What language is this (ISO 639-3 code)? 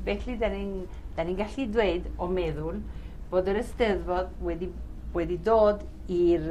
cym